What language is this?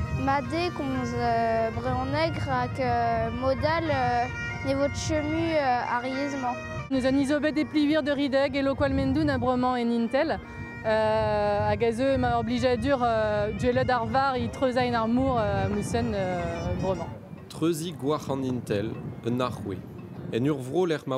Breton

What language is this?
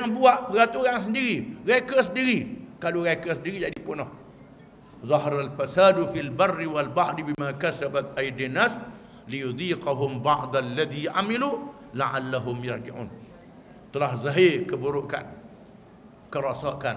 Malay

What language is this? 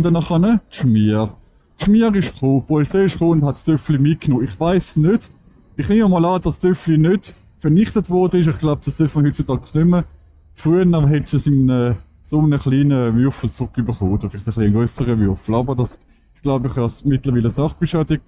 Swiss German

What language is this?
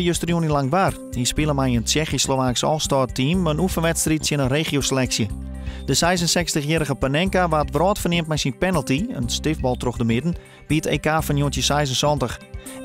Western Frisian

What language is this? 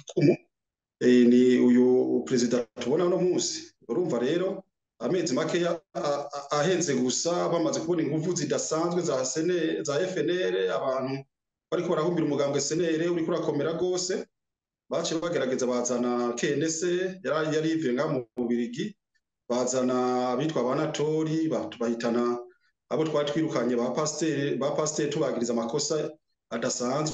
Rundi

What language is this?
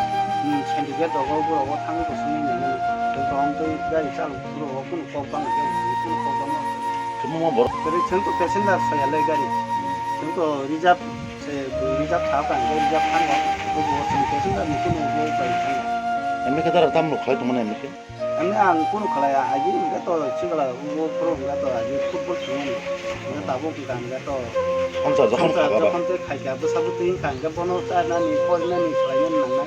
Kok Borok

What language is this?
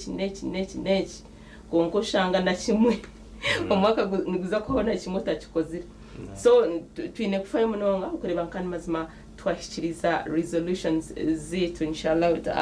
Nyankole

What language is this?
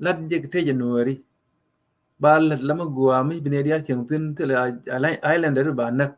Nuer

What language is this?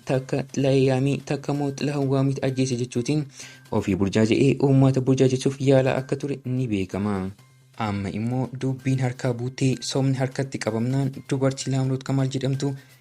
Oromo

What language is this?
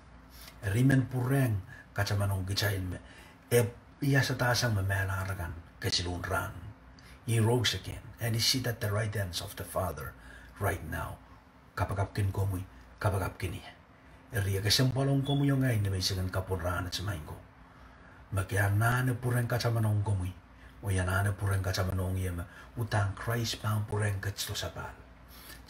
Pohnpeian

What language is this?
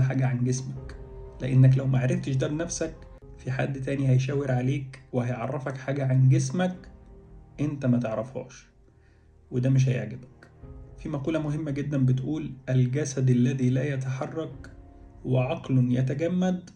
Egyptian Arabic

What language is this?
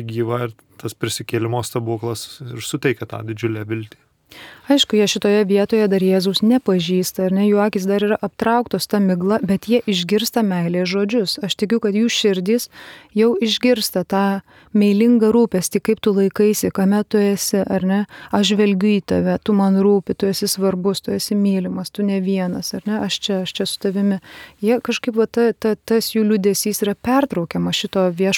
Lithuanian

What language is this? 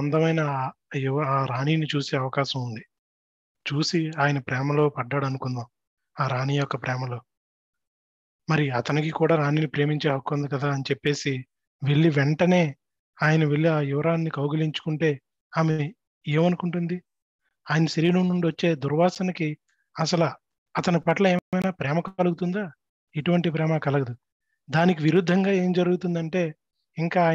Telugu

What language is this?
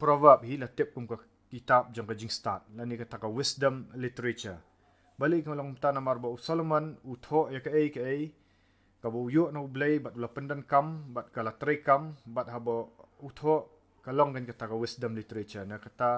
Khasi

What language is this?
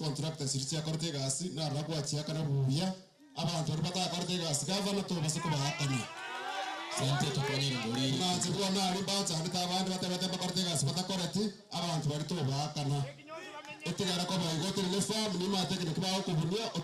Gusii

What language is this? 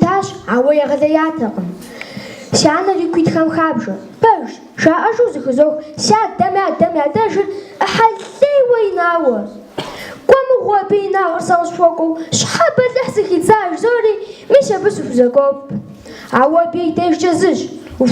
Kabardian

